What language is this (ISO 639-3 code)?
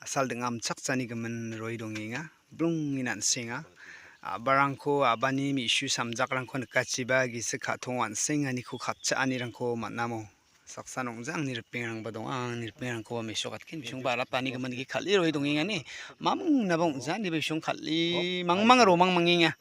grt